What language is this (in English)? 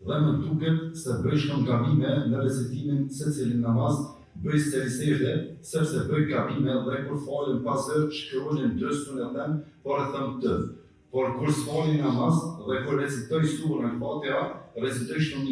Albanian